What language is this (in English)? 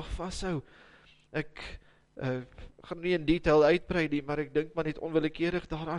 Afrikaans